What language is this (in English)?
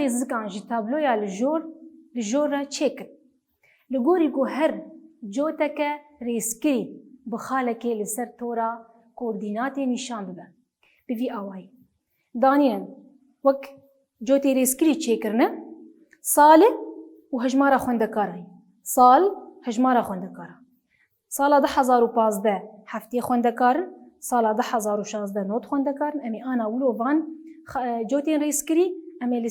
Kurdish